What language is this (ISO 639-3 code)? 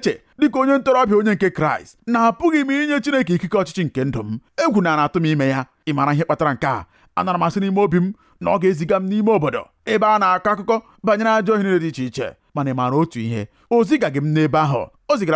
ibo